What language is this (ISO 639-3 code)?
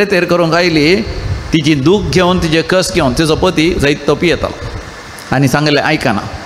kok